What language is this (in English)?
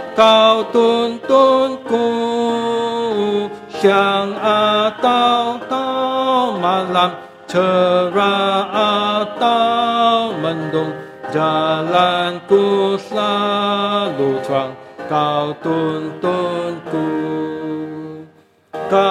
Malay